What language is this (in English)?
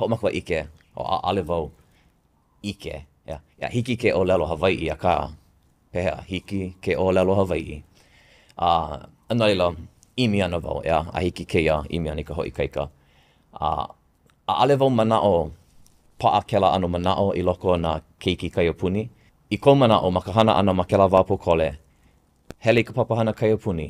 Hawaiian